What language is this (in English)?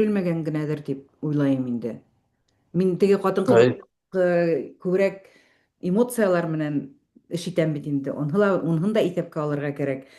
Bashkir